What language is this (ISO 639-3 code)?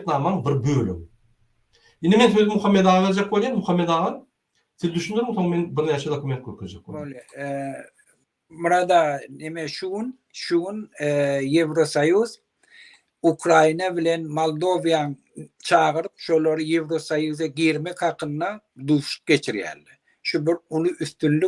tuk